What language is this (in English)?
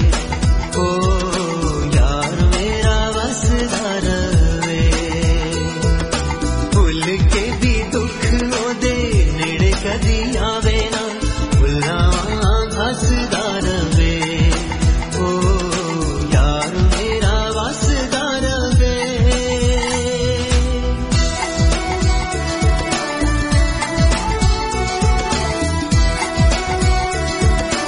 Punjabi